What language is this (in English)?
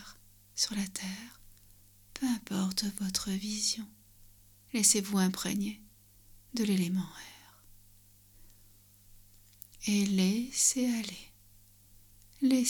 French